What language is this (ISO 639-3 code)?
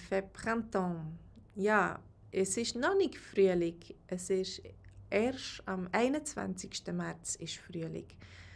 gsw